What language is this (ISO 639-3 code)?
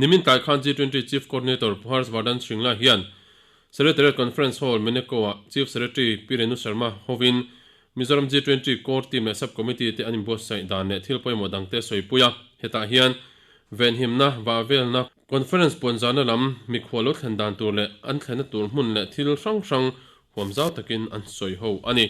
lus